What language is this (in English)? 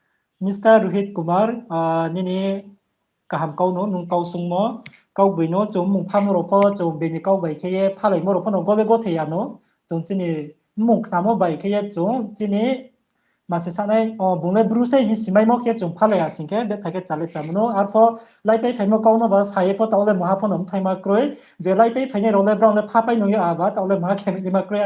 Riang (India)